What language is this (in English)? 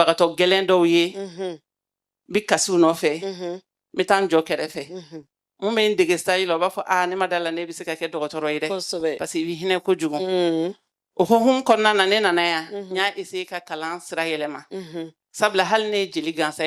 Bambara